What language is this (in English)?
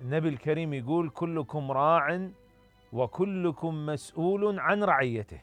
Mesopotamian Arabic